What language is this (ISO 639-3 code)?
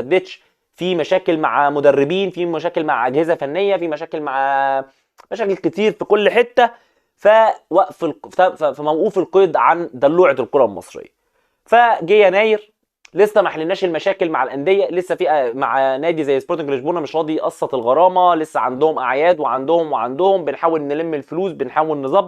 arz